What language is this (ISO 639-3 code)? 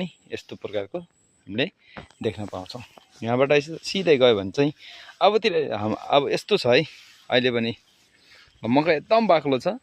nep